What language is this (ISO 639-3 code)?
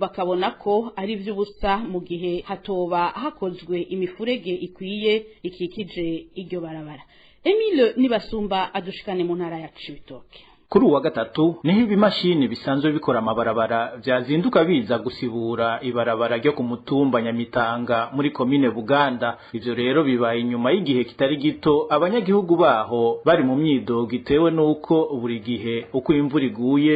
run